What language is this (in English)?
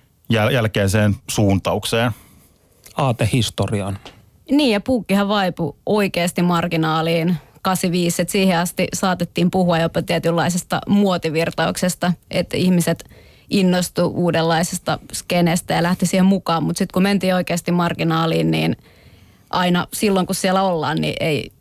Finnish